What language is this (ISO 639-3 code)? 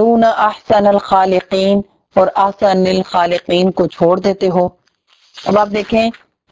urd